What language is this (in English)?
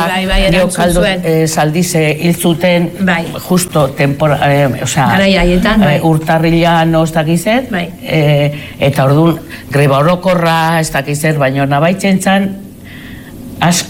Basque